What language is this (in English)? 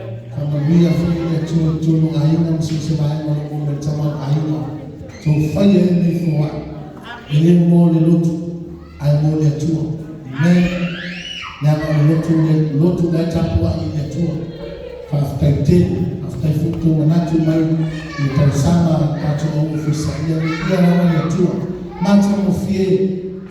Samoan